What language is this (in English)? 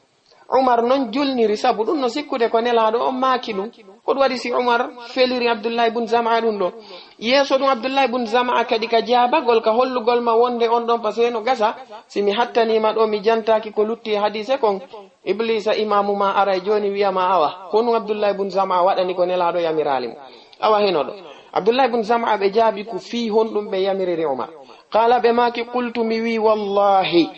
Fula